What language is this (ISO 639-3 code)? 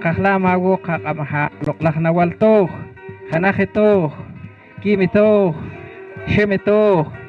poh